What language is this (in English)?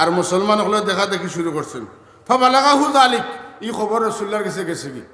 Sylheti